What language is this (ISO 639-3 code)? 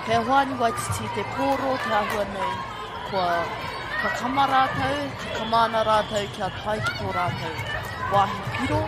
mri